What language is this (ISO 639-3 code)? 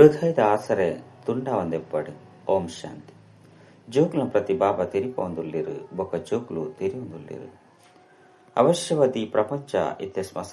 tcy